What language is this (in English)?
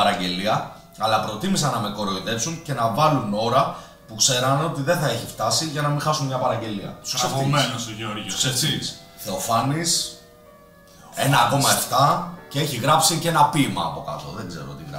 Greek